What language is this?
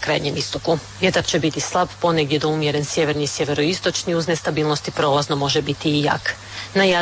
Croatian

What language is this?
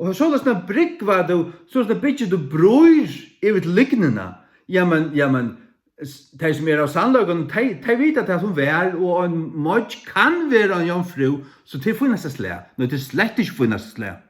Faroese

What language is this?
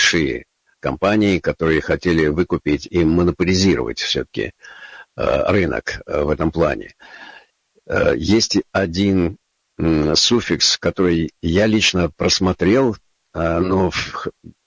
Russian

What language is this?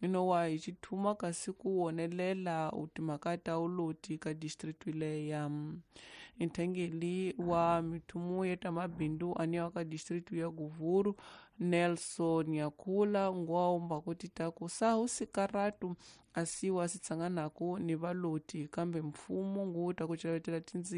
Tsonga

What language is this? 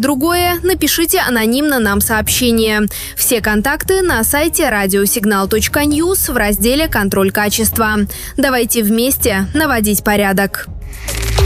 Russian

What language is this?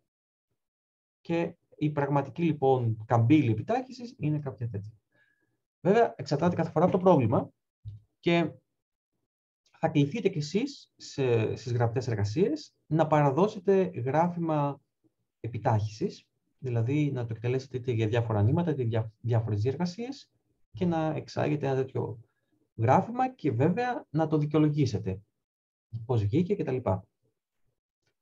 Greek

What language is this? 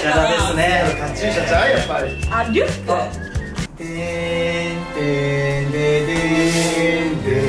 Japanese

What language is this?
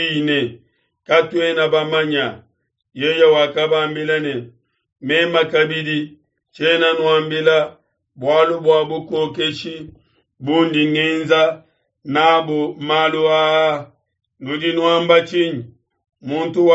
Luba-Lulua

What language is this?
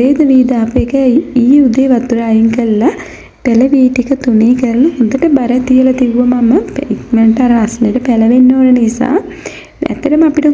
Sinhala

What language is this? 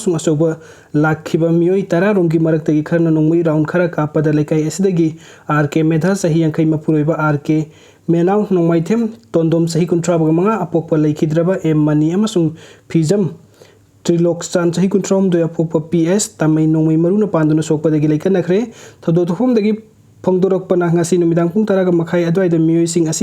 Manipuri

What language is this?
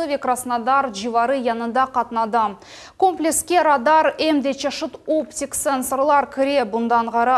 Crimean Tatar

